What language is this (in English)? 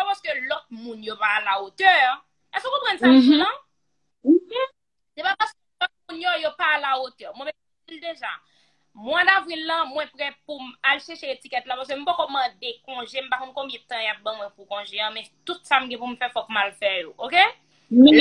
Haitian Creole